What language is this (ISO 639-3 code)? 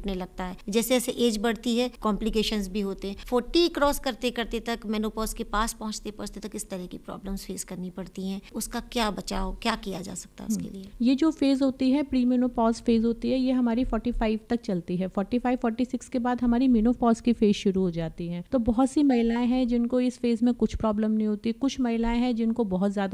hin